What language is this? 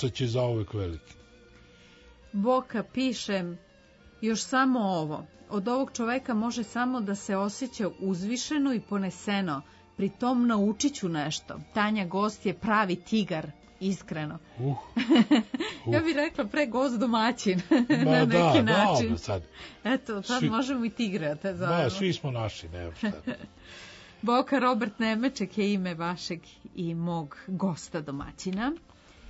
Serbian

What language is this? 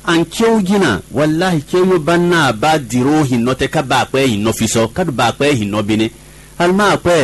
Fon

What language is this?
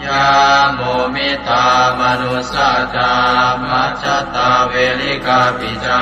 Pali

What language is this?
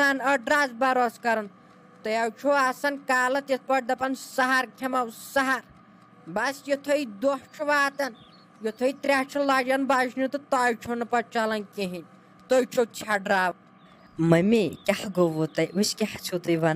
Kashmiri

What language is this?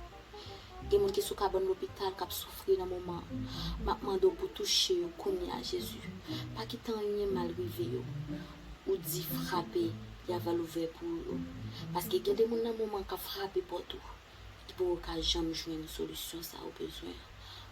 Haitian Creole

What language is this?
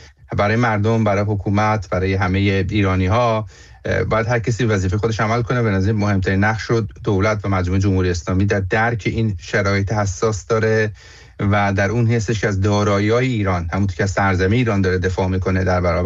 Persian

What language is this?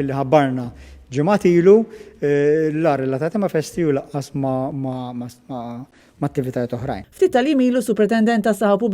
Maltese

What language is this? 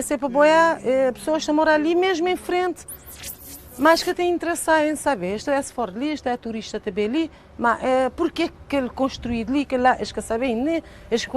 Kabuverdianu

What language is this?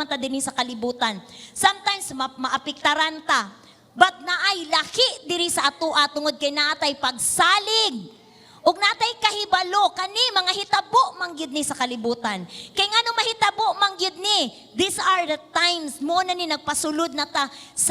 Cebuano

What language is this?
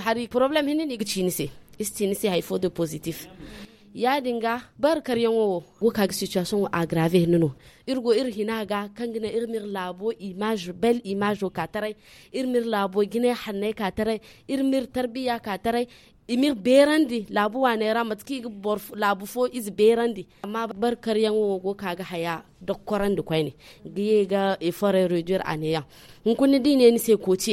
Hausa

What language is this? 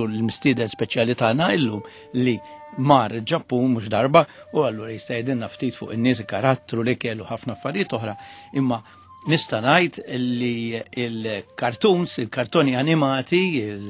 Maltese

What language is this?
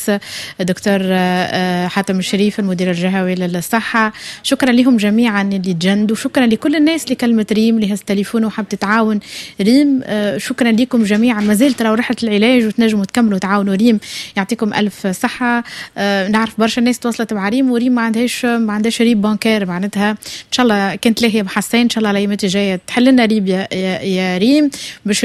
Tunisian Arabic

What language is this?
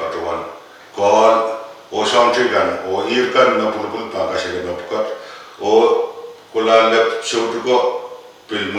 Pohnpeian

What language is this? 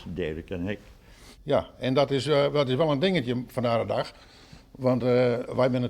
Western Frisian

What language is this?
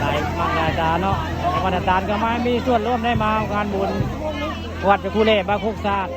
Northeastern Thai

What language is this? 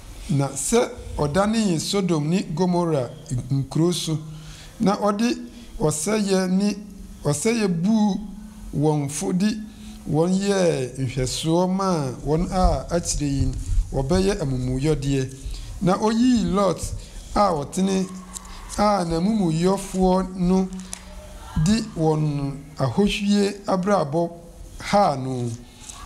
Akan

